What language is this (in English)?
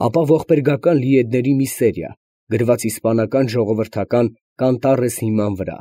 Armenian